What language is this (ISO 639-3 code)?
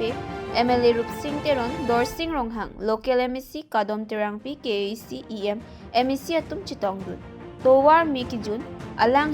mjw